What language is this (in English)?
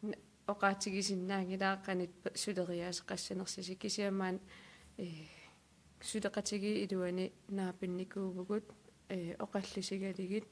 Kalaallisut